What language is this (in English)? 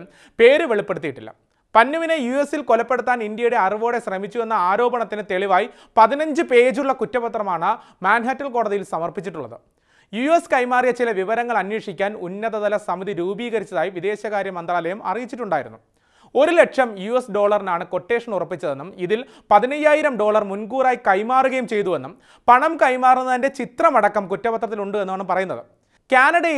Malayalam